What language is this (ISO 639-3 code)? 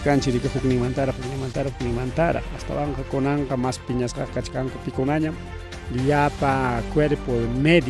quy